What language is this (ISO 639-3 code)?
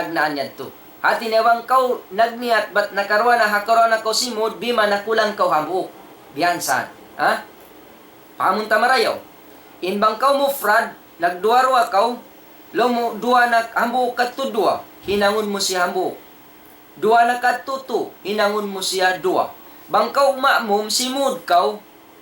tsg